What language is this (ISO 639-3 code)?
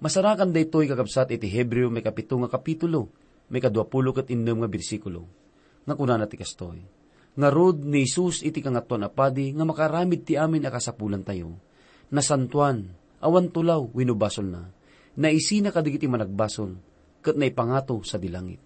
ilo